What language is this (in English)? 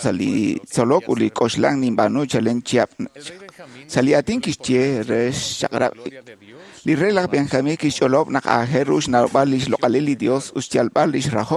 Kekchí